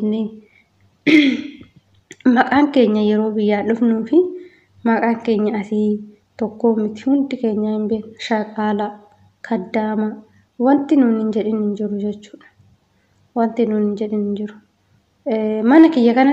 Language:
Oromo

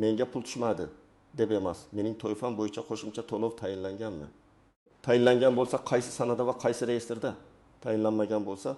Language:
Uzbek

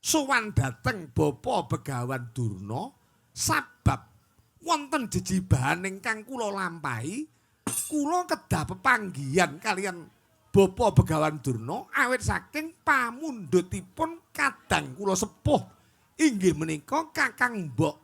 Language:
Javanese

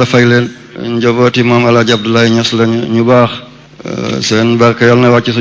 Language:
Wolof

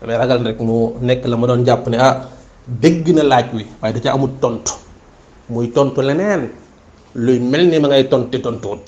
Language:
Wolof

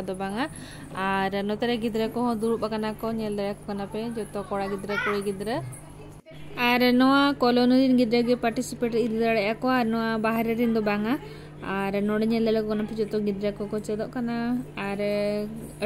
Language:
Santali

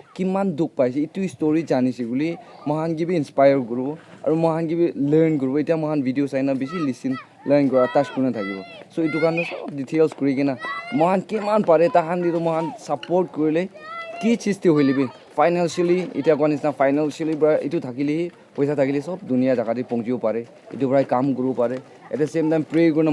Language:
Naga Pidgin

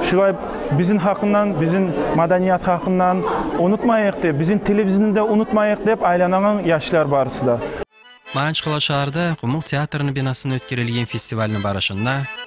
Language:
Kumyk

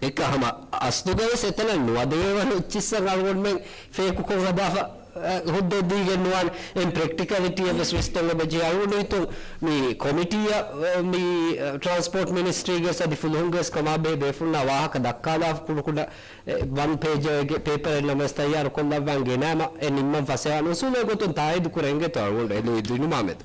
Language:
Divehi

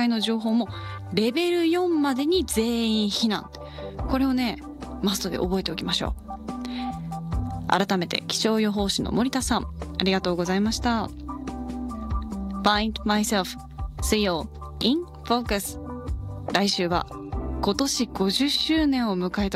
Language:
Japanese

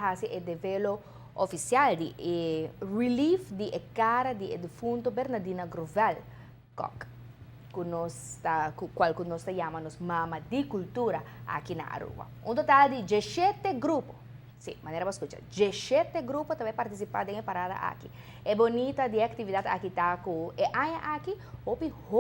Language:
Papiamento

